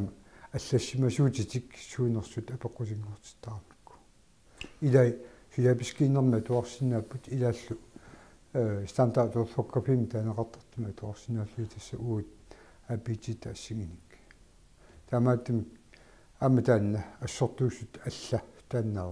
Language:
Kalaallisut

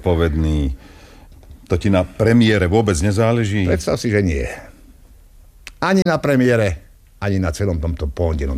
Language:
Slovak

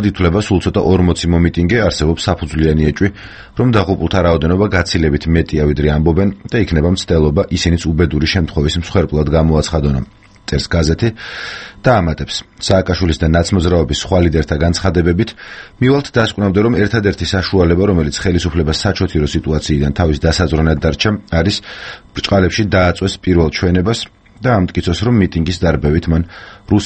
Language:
Georgian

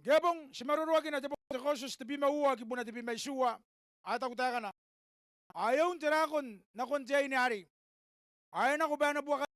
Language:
Gilbertese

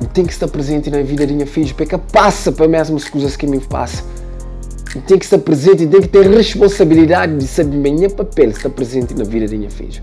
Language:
Kabuverdianu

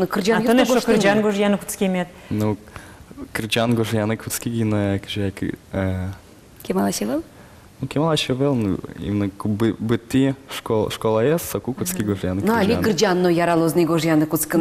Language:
Udmurt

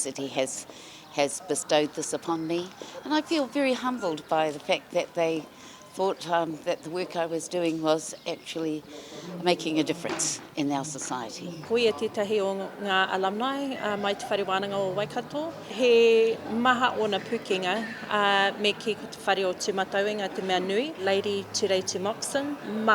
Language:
Māori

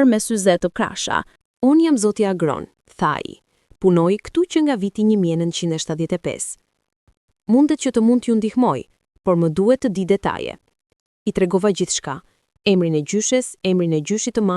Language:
Albanian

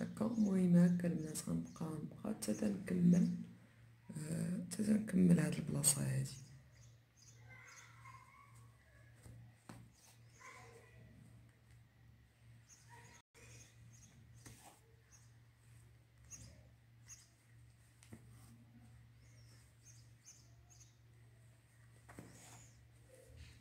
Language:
Moroccan Arabic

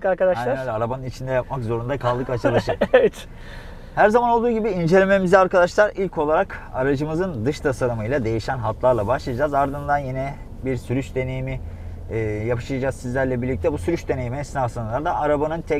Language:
Turkish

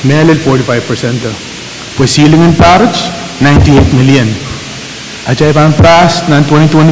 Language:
Pohnpeian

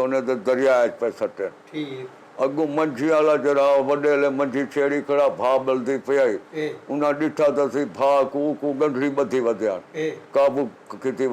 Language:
Saraiki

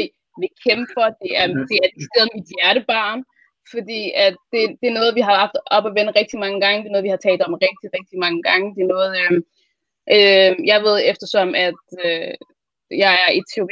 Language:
Danish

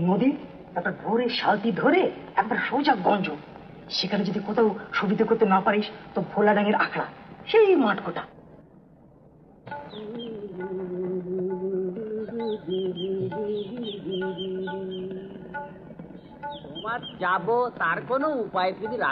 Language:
Bangla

